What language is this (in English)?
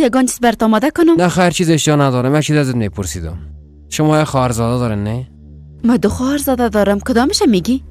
Persian